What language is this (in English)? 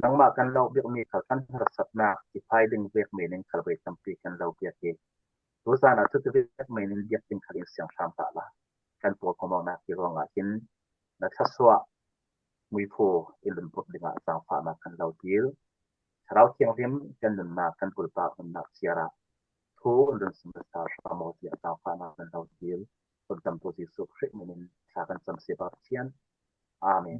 Falam Chin